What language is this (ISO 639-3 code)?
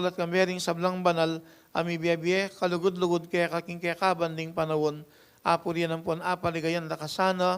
pam